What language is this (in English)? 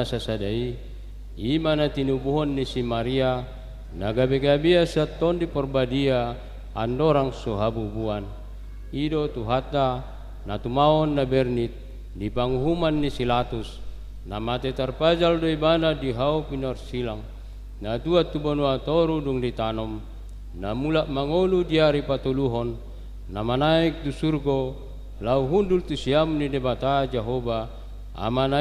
Batak Toba